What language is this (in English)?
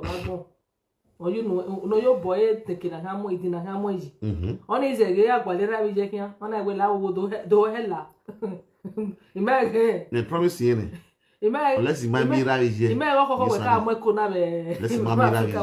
Nigerian Pidgin